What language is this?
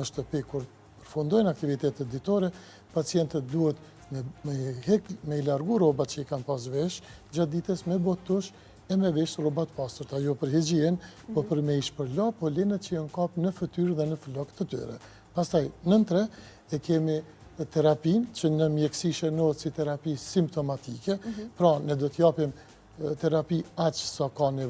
Albanian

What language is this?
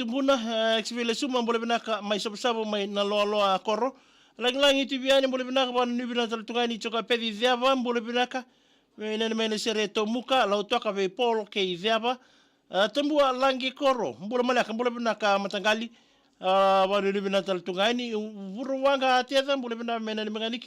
Fijian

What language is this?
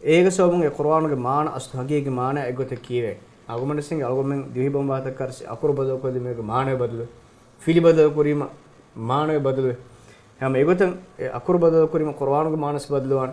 Divehi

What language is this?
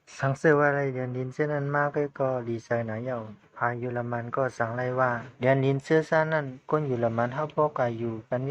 Shan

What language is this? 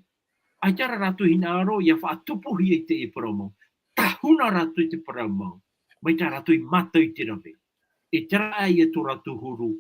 Tahitian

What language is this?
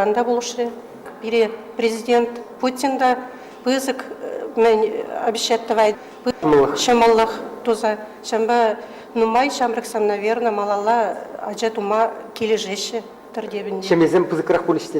Chuvash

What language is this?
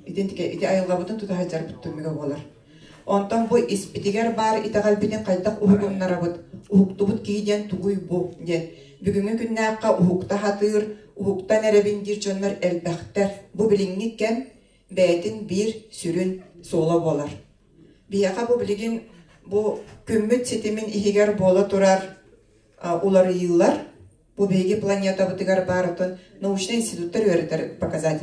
Yakut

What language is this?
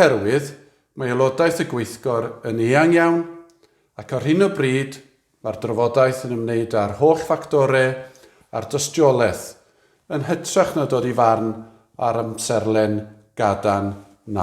Welsh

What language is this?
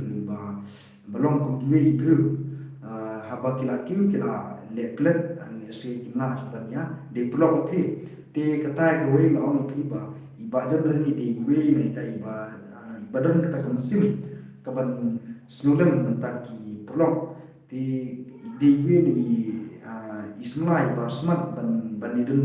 Khasi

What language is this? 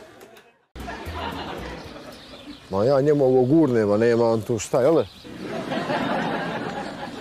Bosnian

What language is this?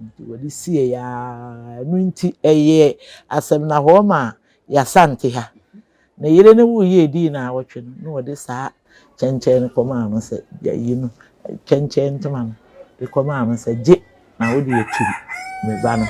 Akan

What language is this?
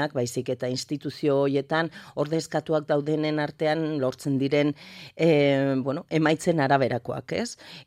Basque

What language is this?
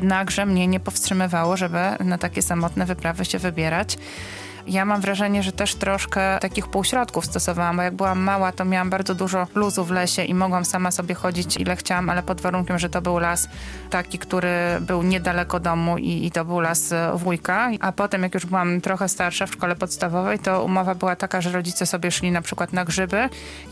Polish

